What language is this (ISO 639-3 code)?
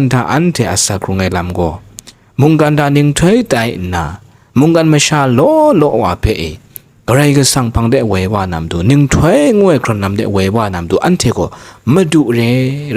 kac